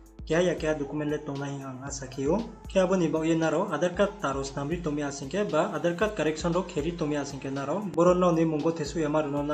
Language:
Riang (India)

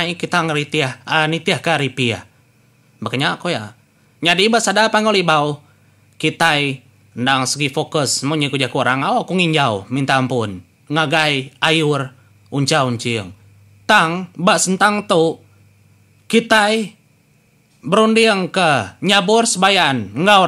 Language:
Iban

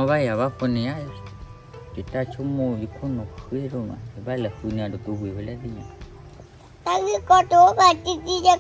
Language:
S'gaw Karen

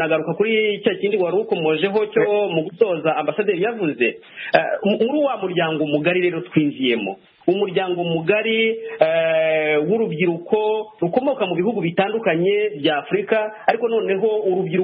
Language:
Kinyarwanda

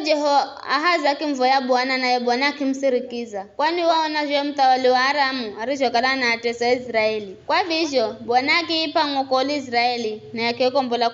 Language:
Giryama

